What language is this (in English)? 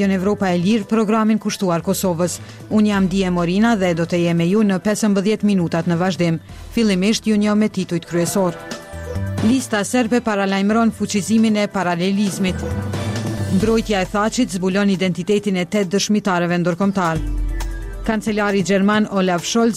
Albanian